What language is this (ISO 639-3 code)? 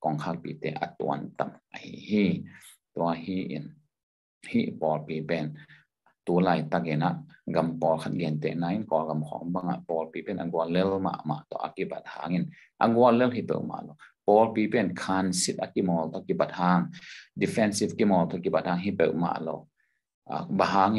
ctd